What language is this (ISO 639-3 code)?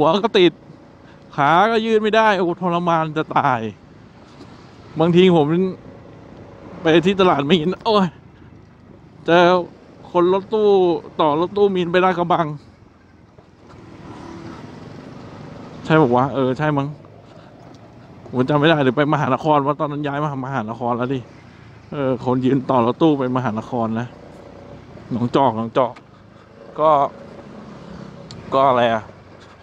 tha